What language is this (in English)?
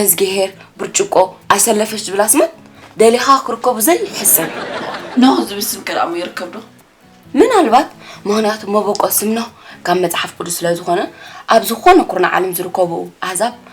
Tigrinya